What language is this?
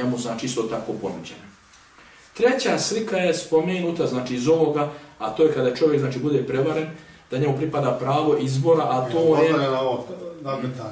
Bosnian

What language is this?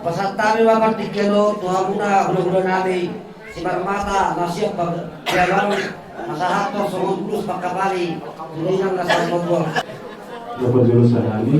Batak Toba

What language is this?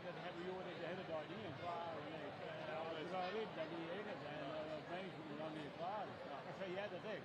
Western Frisian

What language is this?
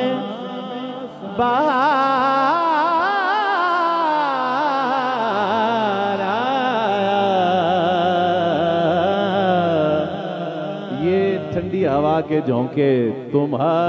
Hindi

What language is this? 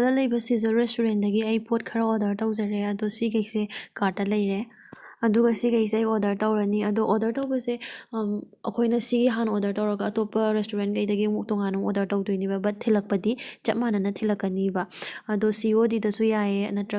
Manipuri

